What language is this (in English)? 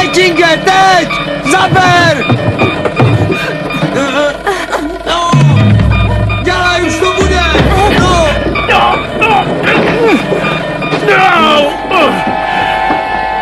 Czech